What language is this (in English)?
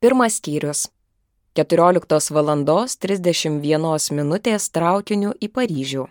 Lithuanian